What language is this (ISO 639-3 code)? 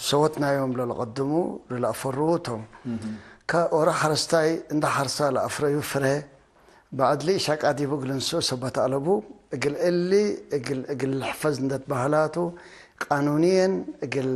tig